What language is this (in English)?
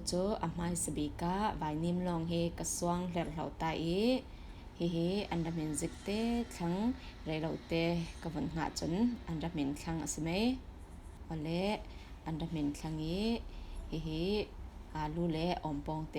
Falam Chin